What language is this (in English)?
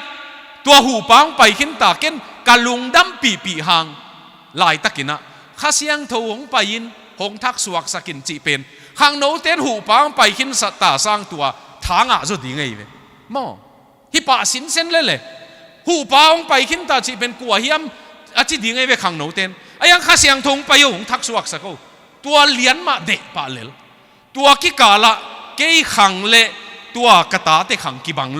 Tedim Chin